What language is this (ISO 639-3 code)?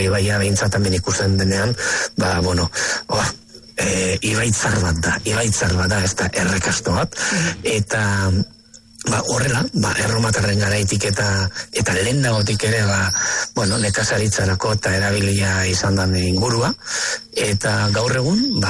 eus